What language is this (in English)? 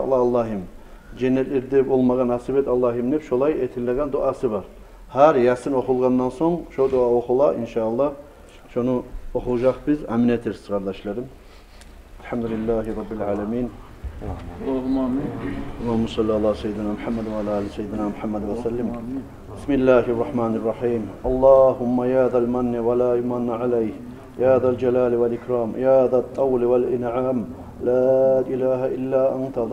Kumyk